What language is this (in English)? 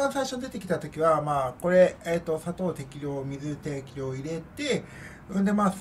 Japanese